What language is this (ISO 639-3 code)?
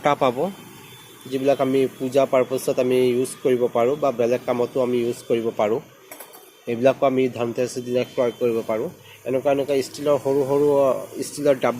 asm